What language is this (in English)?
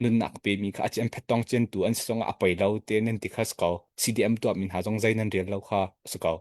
Hakha Chin